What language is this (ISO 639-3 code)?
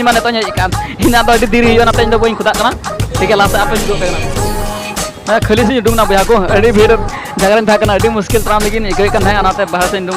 sat